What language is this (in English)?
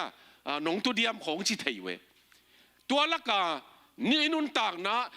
Tedim Chin